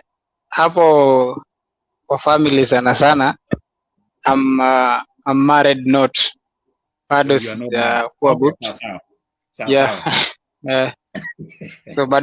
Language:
Kalenjin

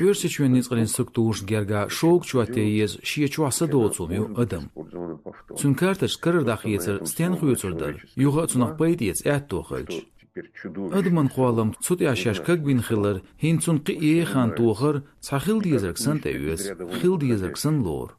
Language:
Chechen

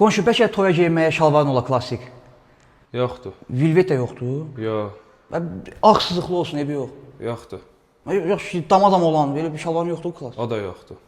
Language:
Azerbaijani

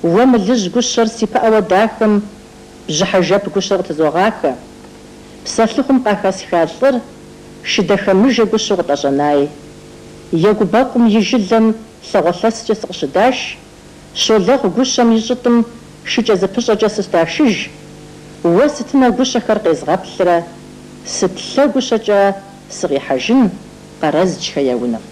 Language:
Kabardian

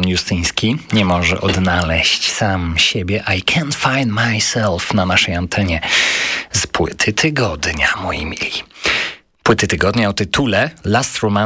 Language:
Polish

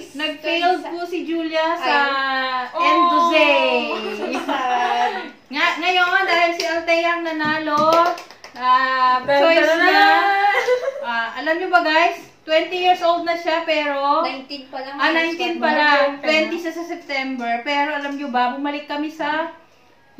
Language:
Filipino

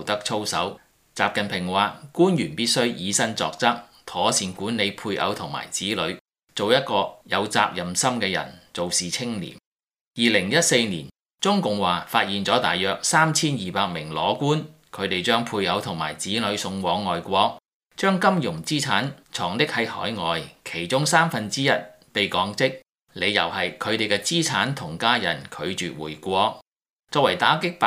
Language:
Cantonese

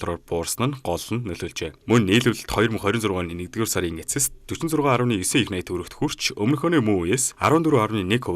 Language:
Mongolian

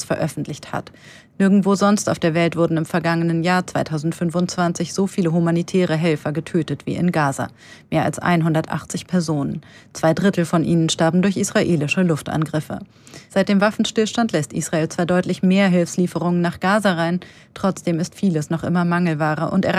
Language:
German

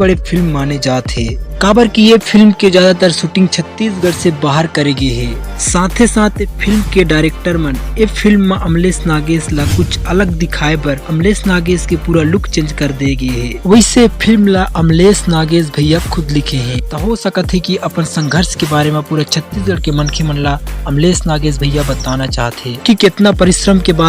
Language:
Chhattisgarhi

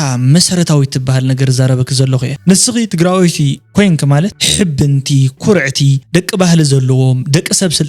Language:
Tigrinya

